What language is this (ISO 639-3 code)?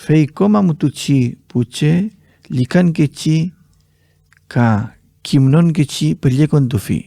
arn